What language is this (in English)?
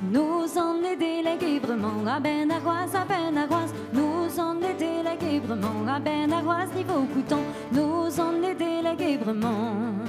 Breton